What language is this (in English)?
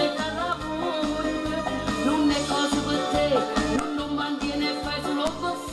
Neapolitan